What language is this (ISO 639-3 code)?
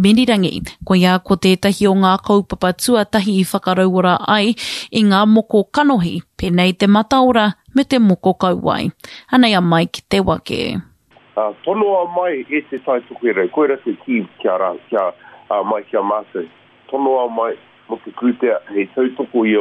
mri